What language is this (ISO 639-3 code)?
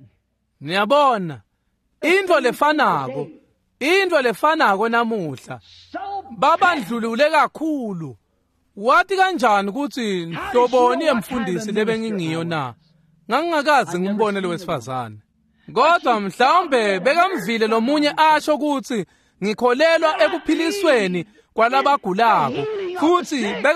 ssw